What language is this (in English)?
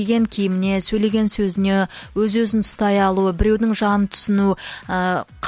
Kazakh